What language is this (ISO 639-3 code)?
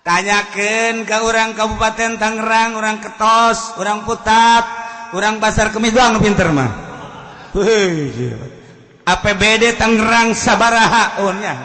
sun